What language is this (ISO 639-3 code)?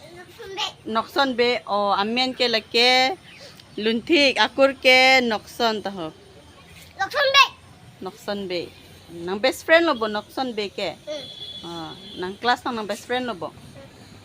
mjw